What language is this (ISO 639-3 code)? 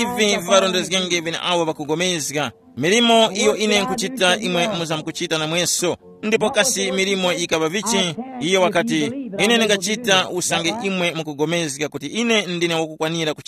tum